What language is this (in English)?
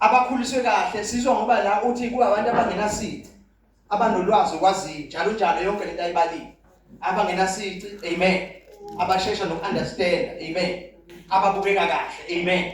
Zulu